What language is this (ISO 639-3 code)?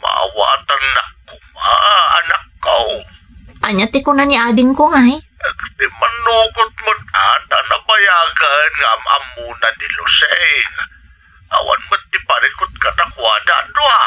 ilo